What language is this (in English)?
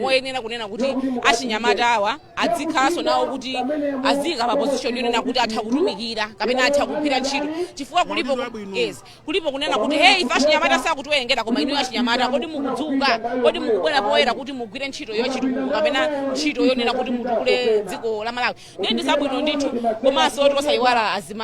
Nyanja